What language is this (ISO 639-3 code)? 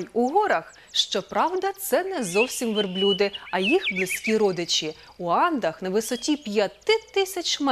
ukr